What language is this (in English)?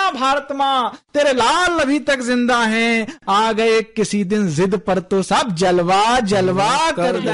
Hindi